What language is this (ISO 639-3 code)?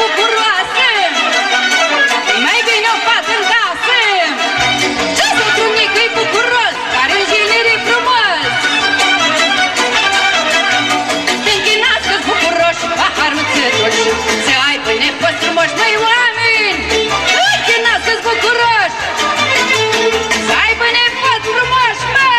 ron